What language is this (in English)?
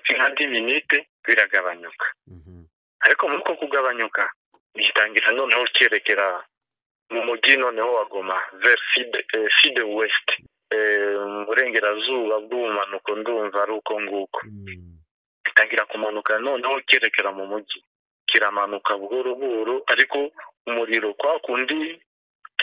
Kinyarwanda